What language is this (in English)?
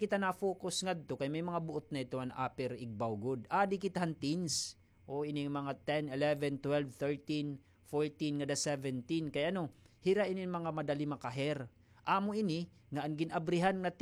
Waray